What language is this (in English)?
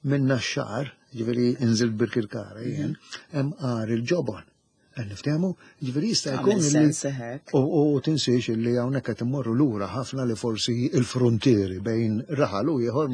Maltese